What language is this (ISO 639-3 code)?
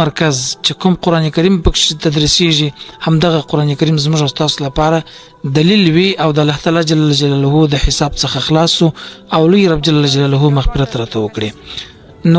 pus